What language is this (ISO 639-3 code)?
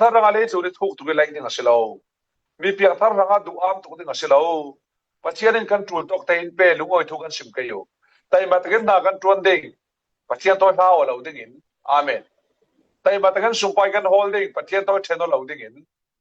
cfm